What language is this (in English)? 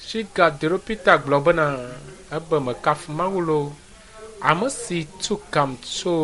Ewe